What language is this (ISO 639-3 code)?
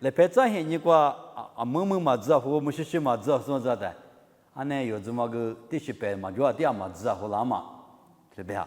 lis